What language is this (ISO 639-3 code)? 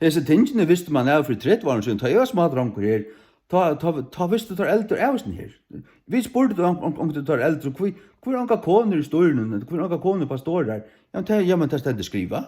fao